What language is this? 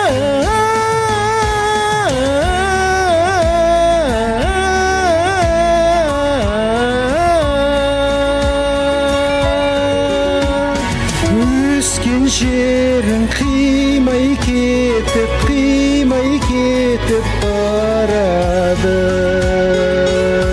Kazakh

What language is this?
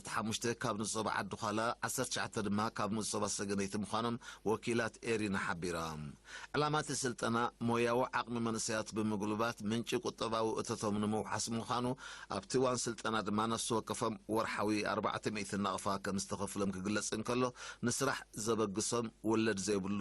Tigrinya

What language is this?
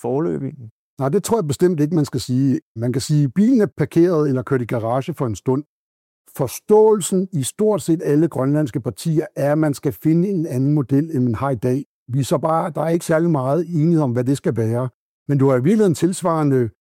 Danish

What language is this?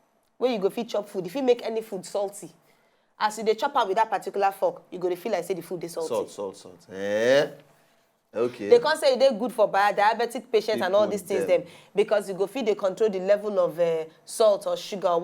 Nigerian Pidgin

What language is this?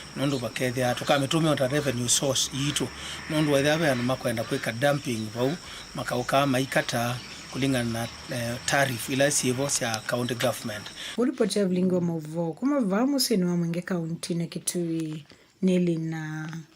Kamba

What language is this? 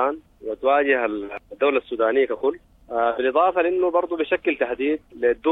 Sudanese Arabic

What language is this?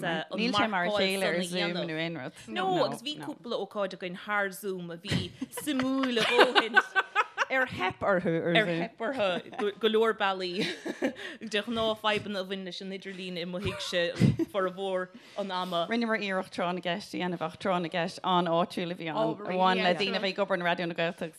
Irish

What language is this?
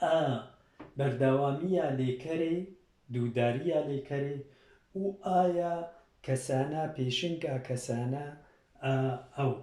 Kurdish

